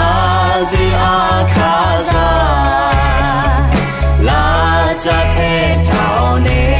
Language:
Akha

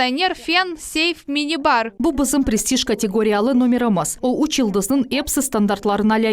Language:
Crimean Tatar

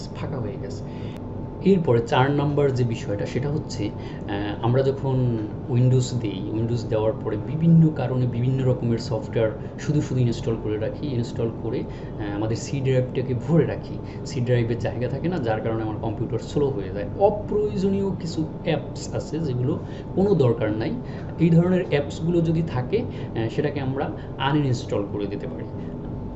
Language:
Bangla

